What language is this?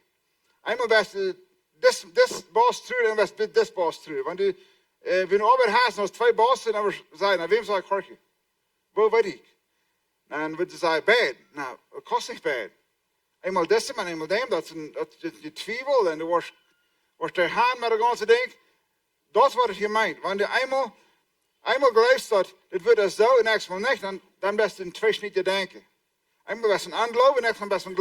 Plautdietsch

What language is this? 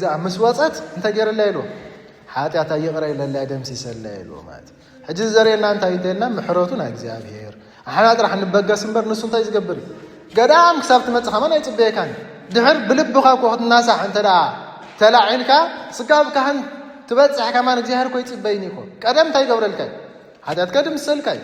Tigrinya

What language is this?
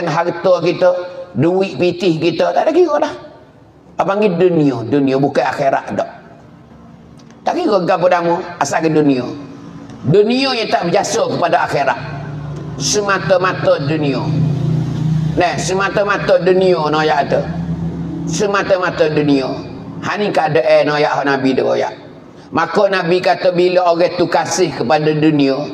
Pattani Malay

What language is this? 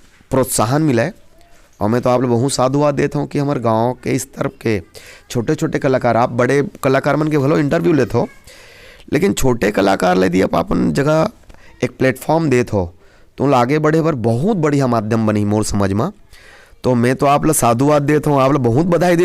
Chhattisgarhi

